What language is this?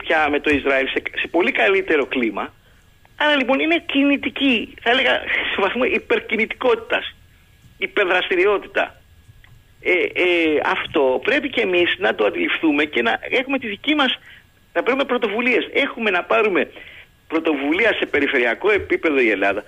Greek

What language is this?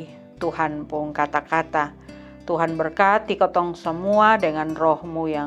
Kupang Malay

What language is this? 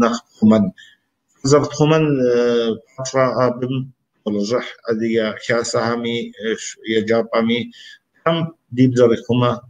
Kabardian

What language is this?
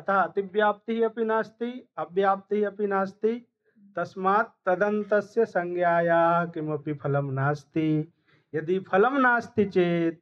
Sanskrit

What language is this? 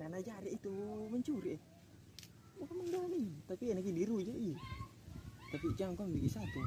Makassar Malay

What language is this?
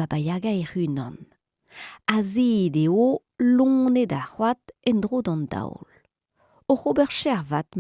Breton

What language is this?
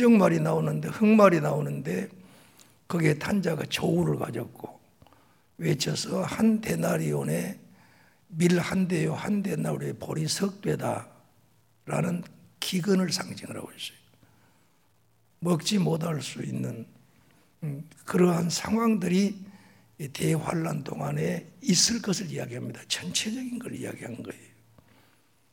Korean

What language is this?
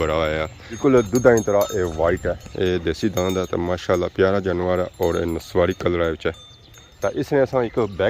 Pahari-Potwari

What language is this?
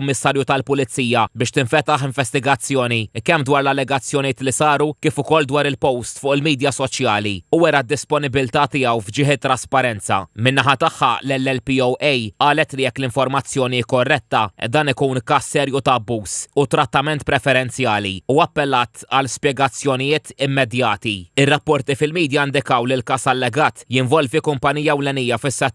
Maltese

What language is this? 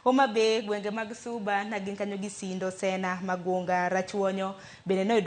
Luo (Kenya and Tanzania)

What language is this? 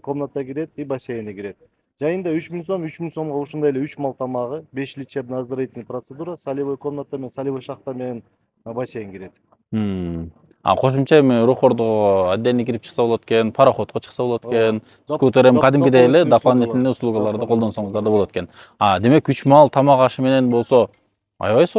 Kyrgyz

